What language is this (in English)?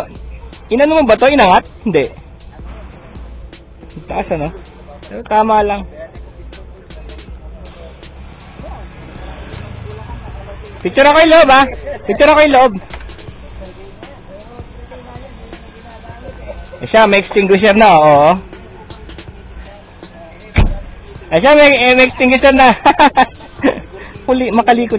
Filipino